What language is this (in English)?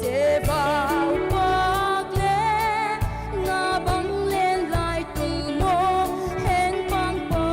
Paite Chin